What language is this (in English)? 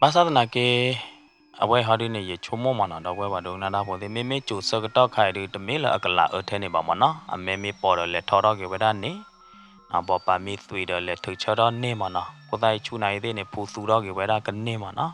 S'gaw Karen